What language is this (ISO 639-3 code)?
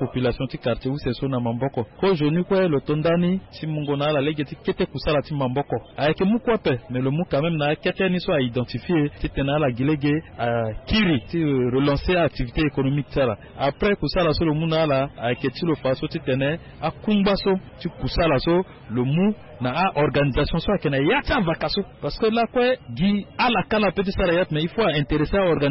sag